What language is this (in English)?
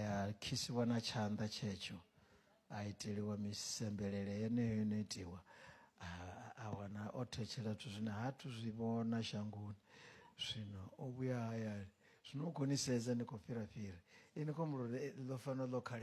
Venda